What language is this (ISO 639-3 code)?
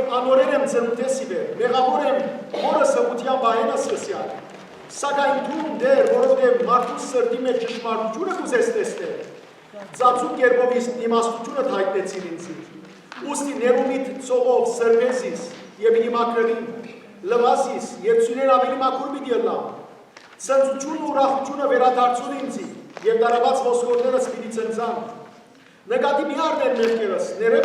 hyw